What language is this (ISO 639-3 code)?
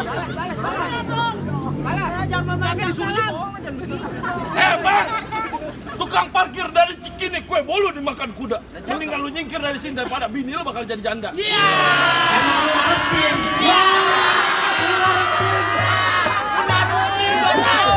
bew